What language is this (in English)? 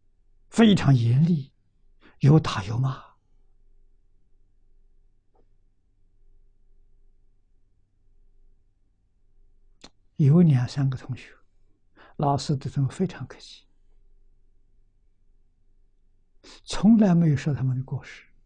Chinese